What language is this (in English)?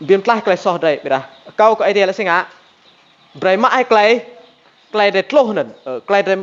Rade